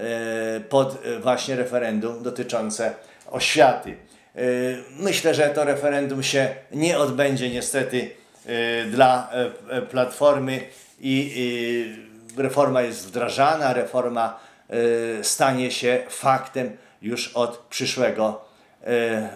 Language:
Polish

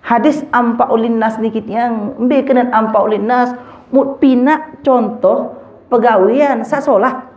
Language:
Sasak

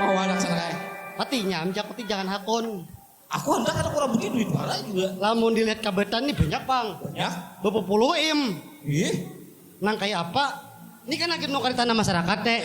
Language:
Banjar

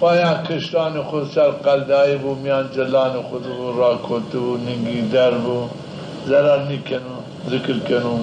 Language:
Zaza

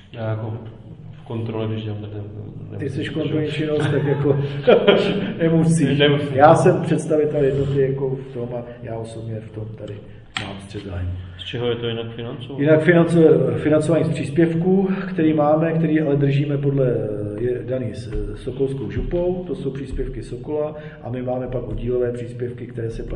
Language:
Czech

